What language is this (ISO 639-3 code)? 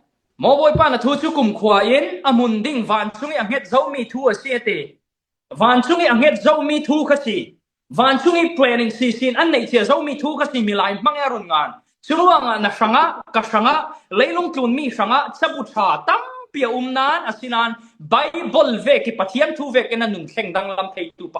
cfm